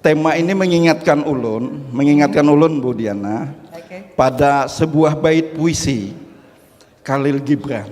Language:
Banjar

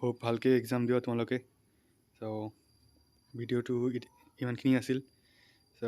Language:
Assamese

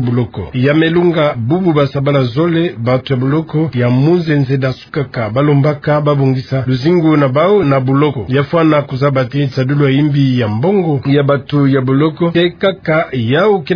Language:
Kituba (Democratic Republic of Congo)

